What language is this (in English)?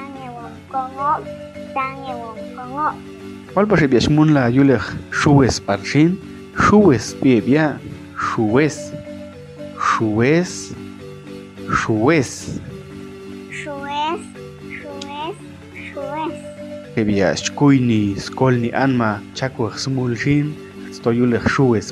Popti'